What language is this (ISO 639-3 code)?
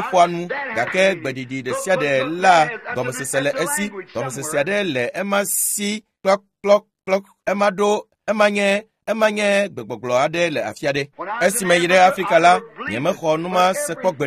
ewe